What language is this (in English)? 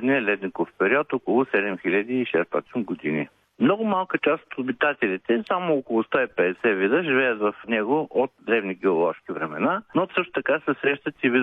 Bulgarian